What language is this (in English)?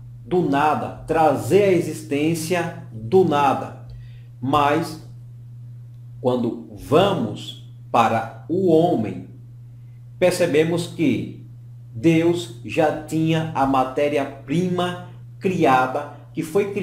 Portuguese